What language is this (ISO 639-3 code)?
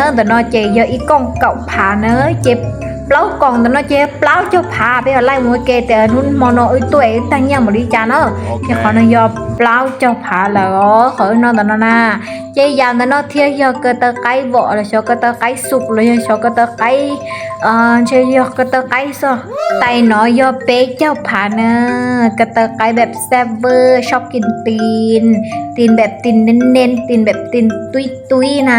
hmn